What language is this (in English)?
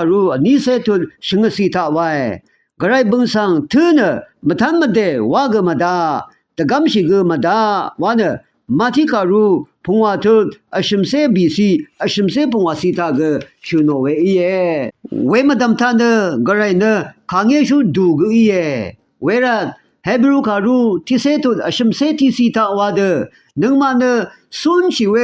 Rawang